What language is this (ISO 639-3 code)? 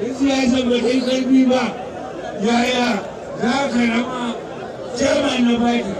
hau